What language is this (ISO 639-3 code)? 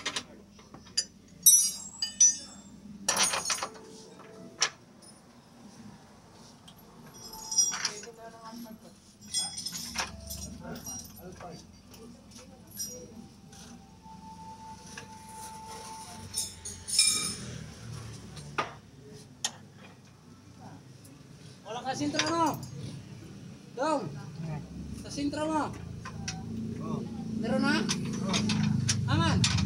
fil